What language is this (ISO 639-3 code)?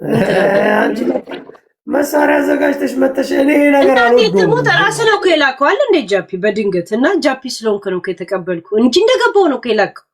amh